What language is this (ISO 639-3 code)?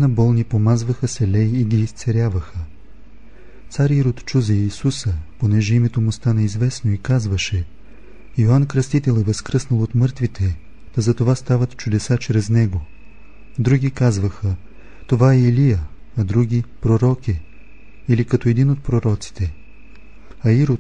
bul